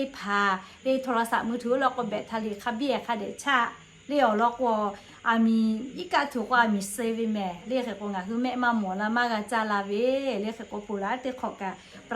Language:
Lahu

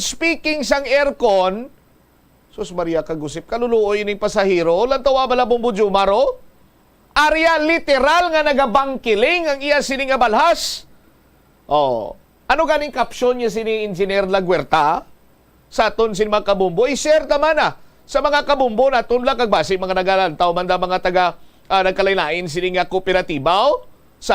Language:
Hiligaynon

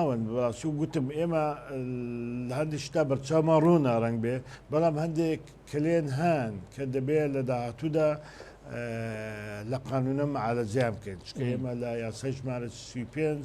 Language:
Central Kurdish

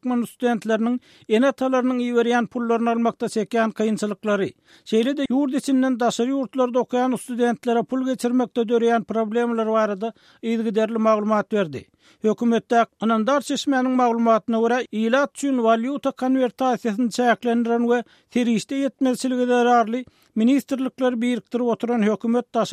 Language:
Turkmen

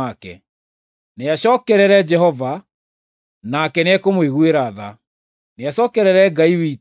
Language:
Kikuyu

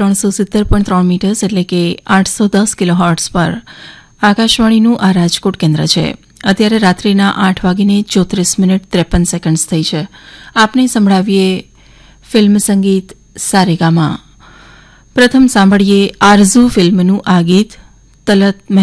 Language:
Gujarati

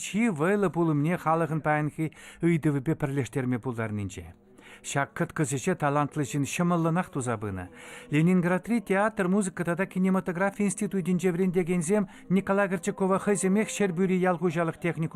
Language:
Chuvash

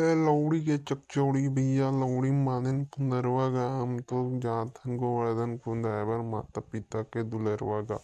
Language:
Chhattisgarhi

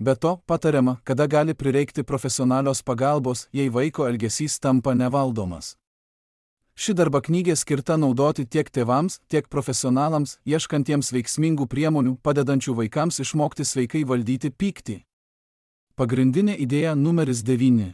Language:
Lithuanian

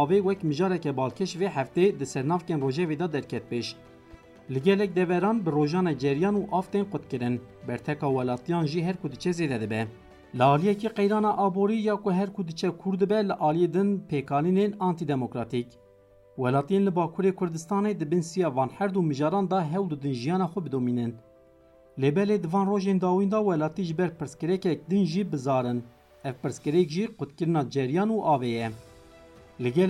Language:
Kurdish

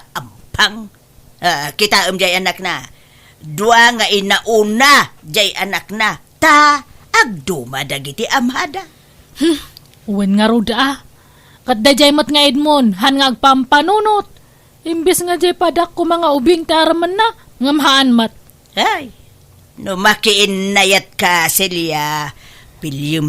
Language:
Iloko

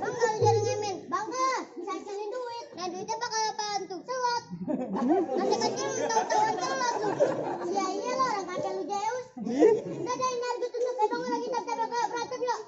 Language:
Betawi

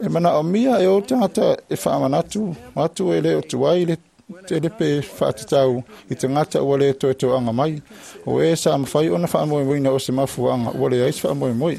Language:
Samoan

